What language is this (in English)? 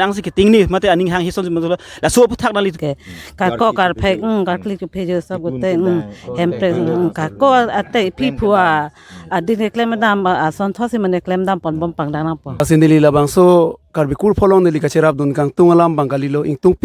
Karbi